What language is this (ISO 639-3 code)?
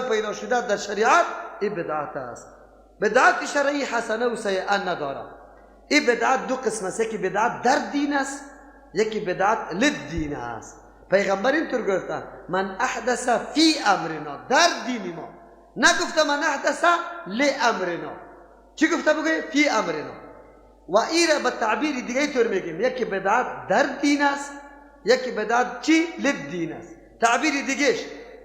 fas